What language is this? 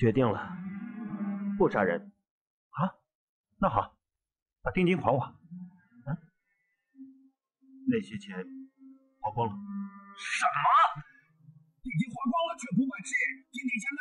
Chinese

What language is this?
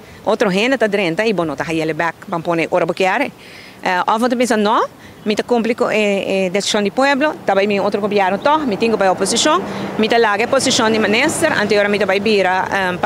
Papiamento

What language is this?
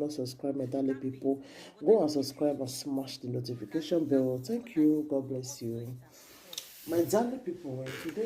Nigerian Pidgin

